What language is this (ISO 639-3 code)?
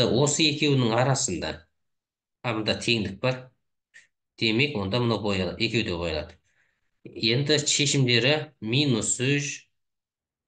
kaz